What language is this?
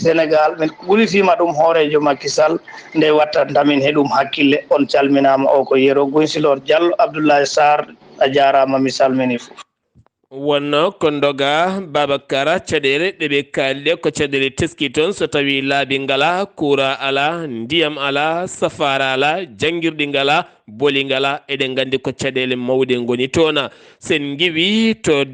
Fula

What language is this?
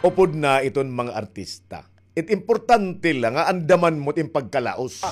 Waray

